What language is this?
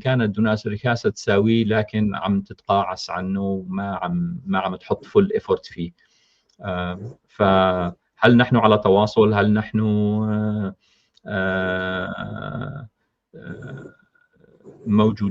North Levantine Arabic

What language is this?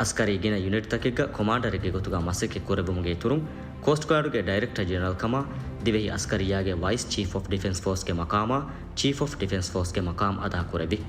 Divehi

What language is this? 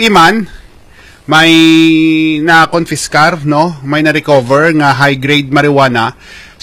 Hiligaynon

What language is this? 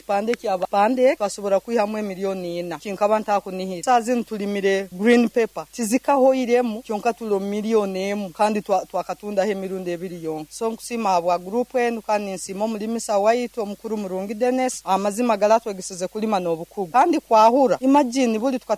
Nyoro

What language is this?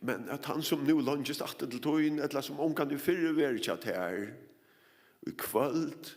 Faroese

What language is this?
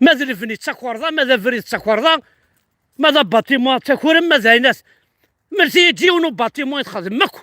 Kabyle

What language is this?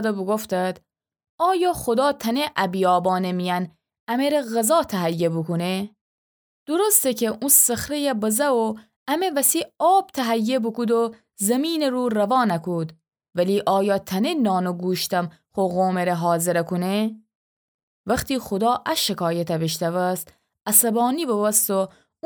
Gilaki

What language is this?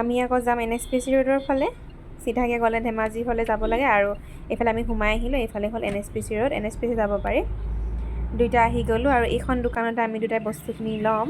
Assamese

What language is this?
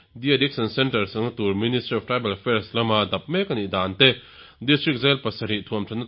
Mizo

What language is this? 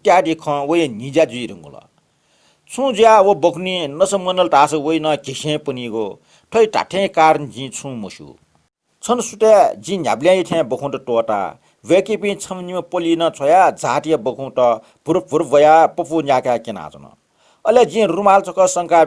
Newari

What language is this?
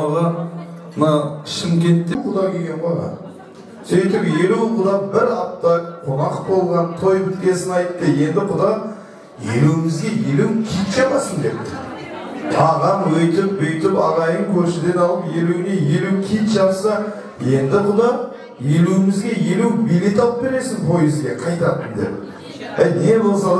Kazakh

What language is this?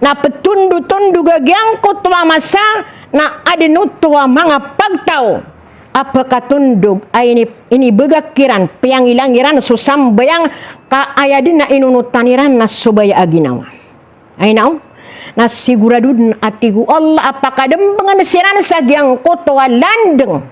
Maranao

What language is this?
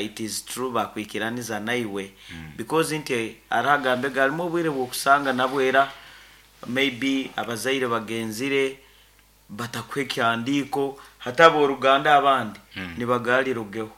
Nyankole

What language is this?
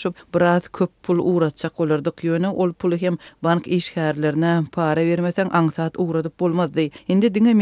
Turkmen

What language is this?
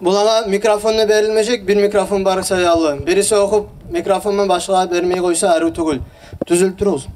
Kumyk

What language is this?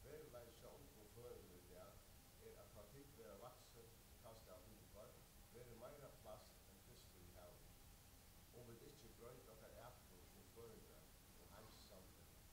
Faroese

